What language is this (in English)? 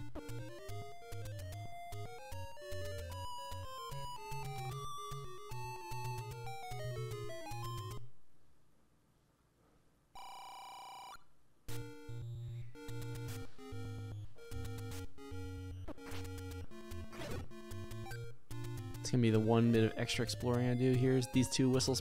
English